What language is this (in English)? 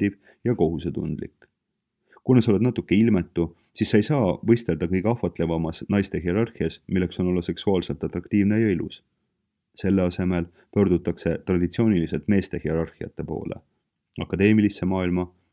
Estonian